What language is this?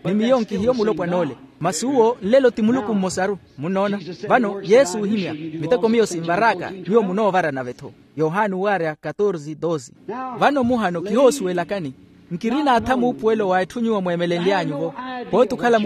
Makhuwa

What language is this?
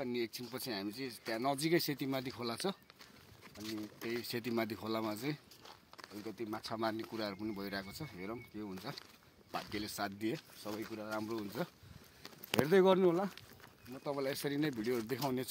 Nepali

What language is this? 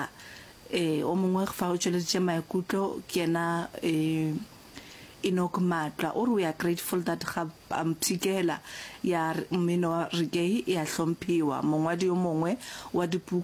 Northern Sotho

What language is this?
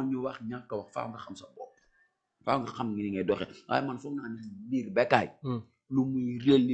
Wolof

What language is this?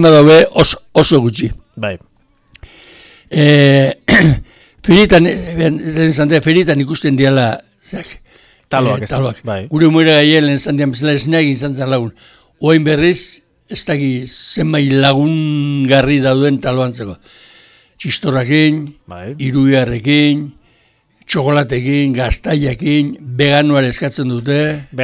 Basque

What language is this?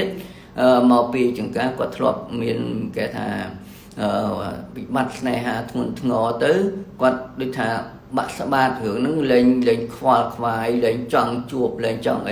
Khmer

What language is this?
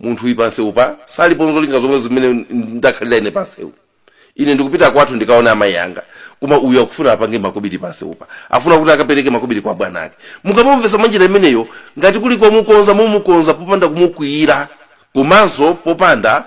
Nyanja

